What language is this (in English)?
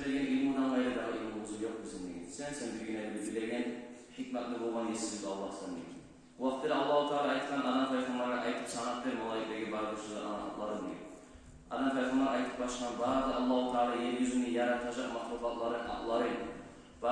Kumyk